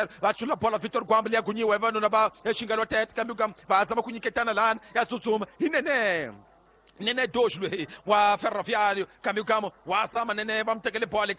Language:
Tsonga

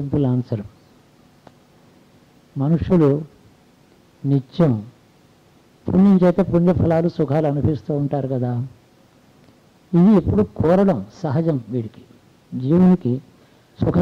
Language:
Telugu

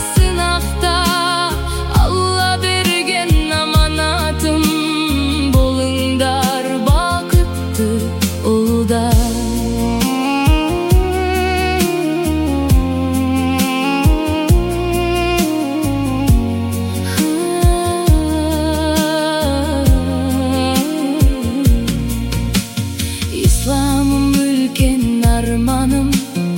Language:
Kazakh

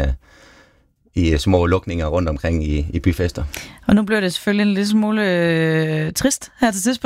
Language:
Danish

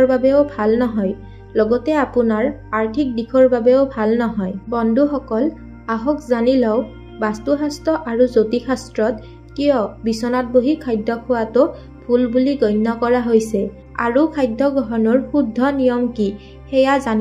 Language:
Assamese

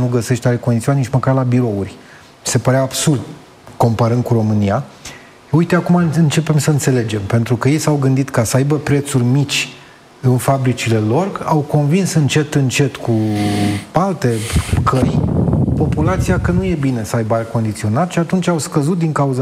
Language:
Romanian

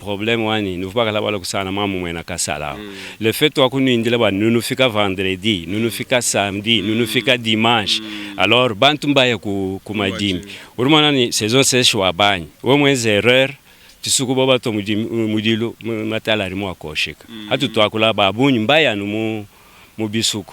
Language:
Luba-Lulua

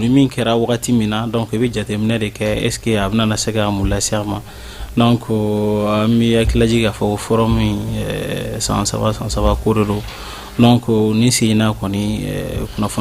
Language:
Bambara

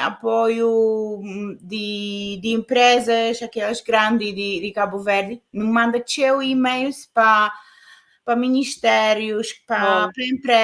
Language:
Kabuverdianu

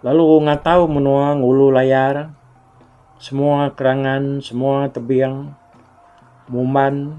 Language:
Iban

